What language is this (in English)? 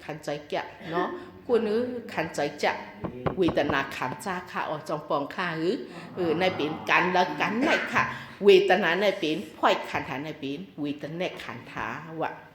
Shan